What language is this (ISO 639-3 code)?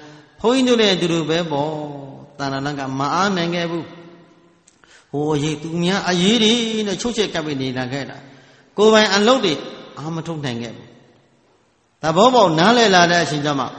mya